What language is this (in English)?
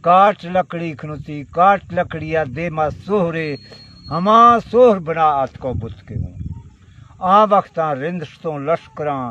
Baluchi